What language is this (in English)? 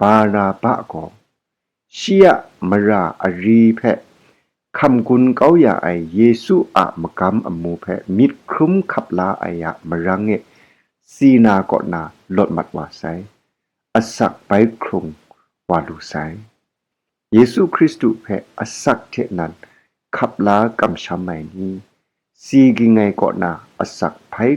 Kachin